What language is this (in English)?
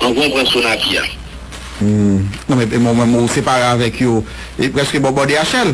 Haitian Creole